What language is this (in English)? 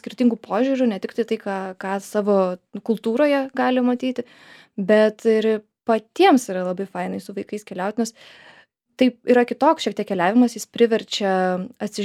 Lithuanian